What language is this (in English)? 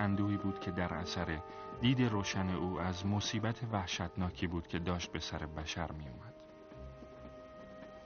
Persian